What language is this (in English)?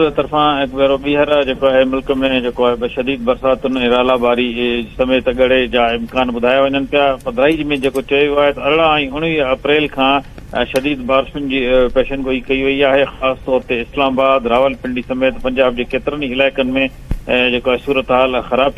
Sindhi